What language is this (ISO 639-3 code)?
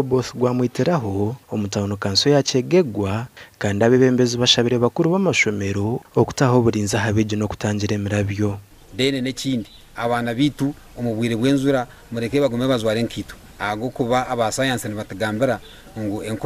nyn